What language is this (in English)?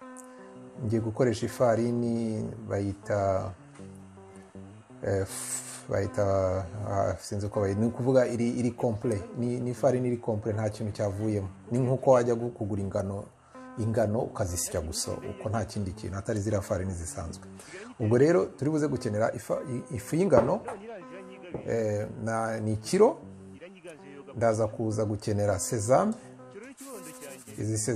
Kinyarwanda